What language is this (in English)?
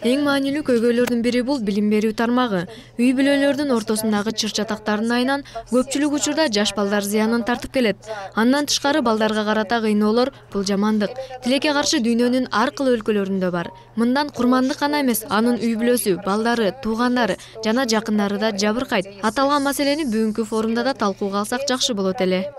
Kyrgyz